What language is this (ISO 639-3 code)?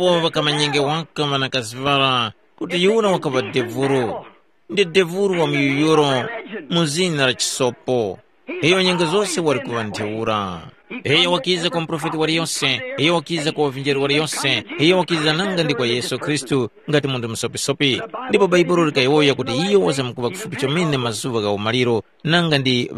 tum